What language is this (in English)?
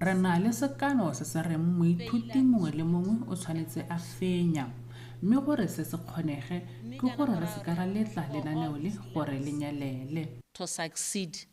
Tswana